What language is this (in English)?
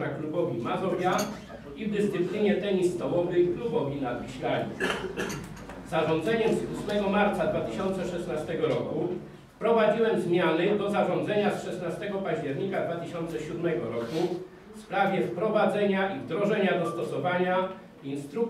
Polish